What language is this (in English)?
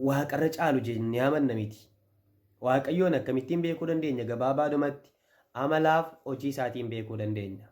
Oromo